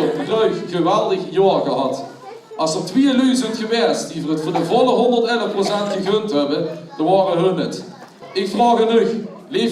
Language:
Limburgish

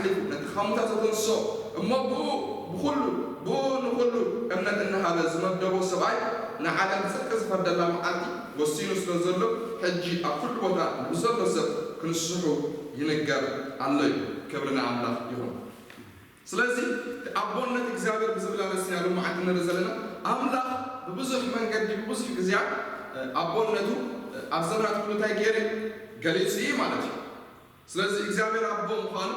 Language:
Tigrinya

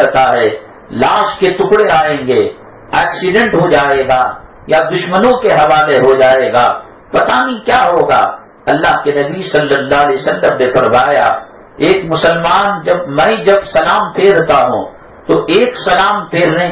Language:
Urdu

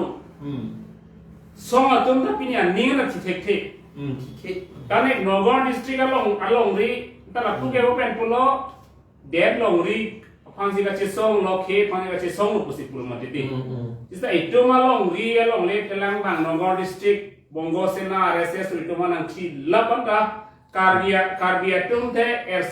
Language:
Karbi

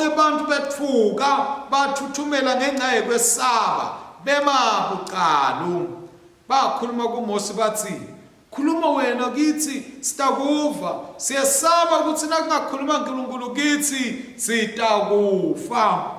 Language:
Swati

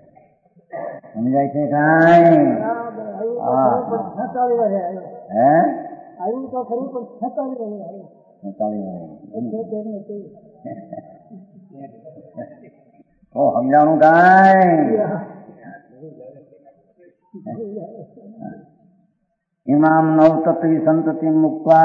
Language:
Gujarati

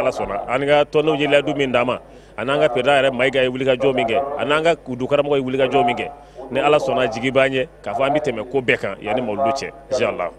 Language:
Bambara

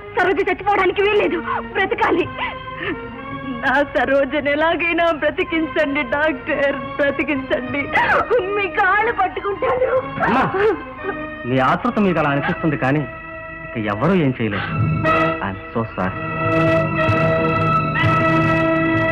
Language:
Telugu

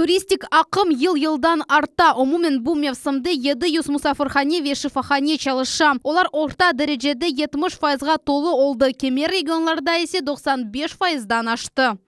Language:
Crimean Tatar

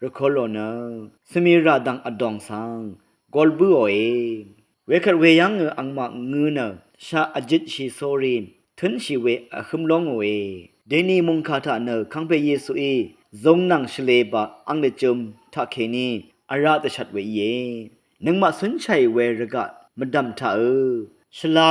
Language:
Rawang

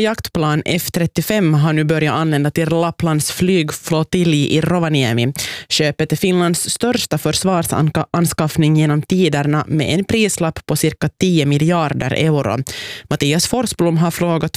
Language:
Swedish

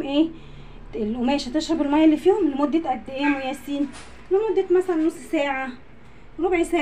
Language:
Egyptian Arabic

